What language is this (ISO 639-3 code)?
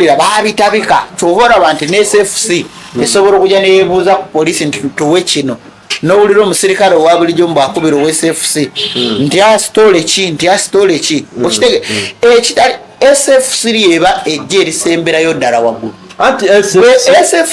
lug